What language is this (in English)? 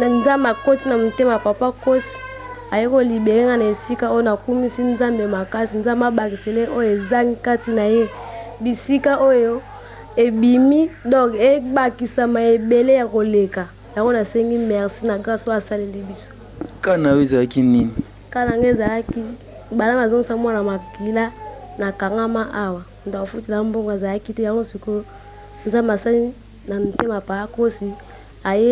Lingala